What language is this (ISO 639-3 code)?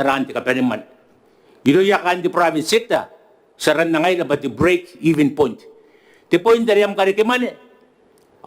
gil